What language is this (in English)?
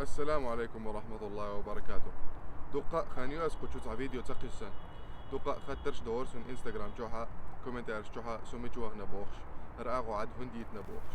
Chechen